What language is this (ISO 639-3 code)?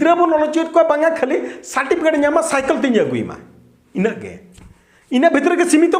sat